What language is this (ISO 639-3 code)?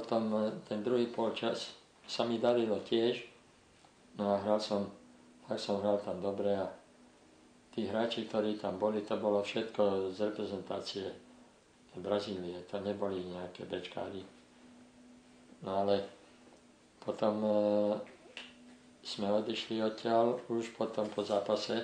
slk